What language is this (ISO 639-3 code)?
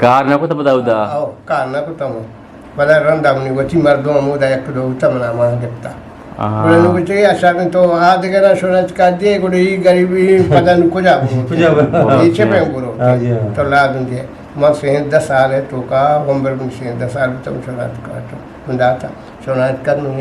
bgp